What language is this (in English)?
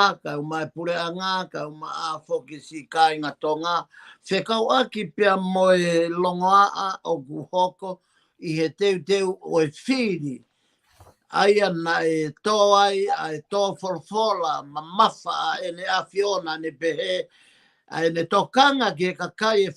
Tongan